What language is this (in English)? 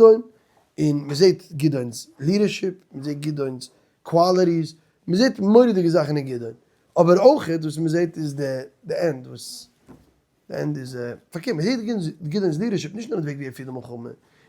Yiddish